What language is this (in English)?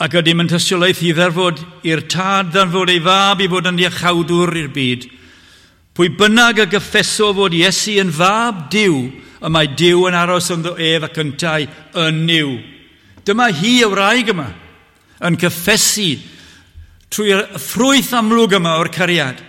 Welsh